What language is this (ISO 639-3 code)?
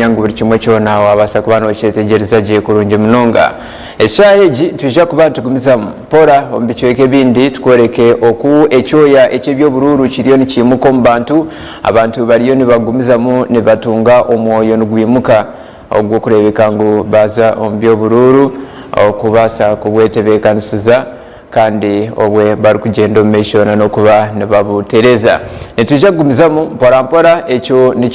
nyn